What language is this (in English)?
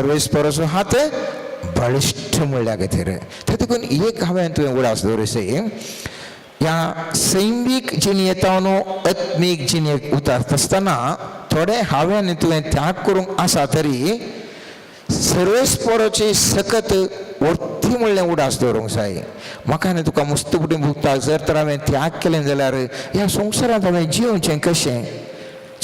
Konkani